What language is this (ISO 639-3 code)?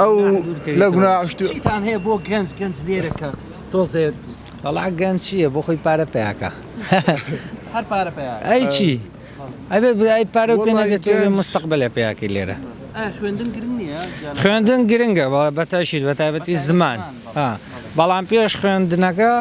ckb